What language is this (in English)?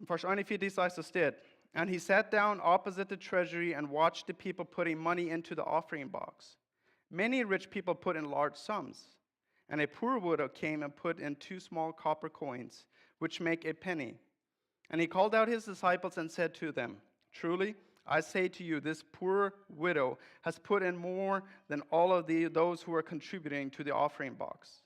Plautdietsch